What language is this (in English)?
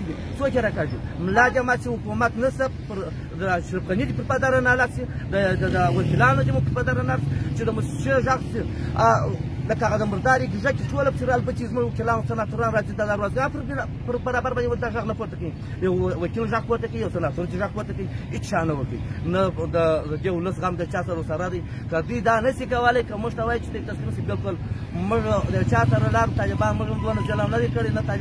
Pashto